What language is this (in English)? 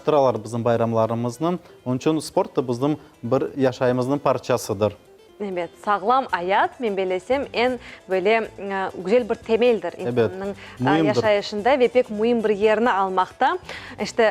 Crimean Tatar